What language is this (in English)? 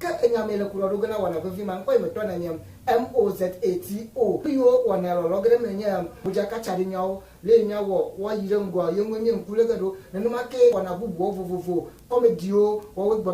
Ewe